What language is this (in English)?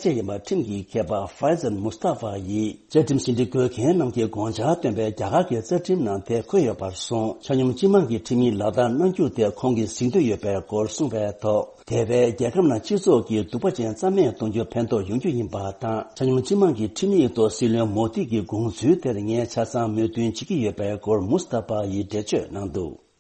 Tibetan